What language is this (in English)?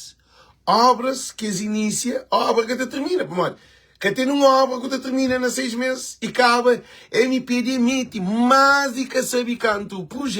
Kabuverdianu